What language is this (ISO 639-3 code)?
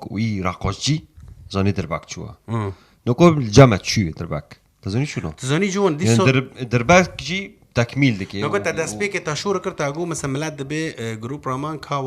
kur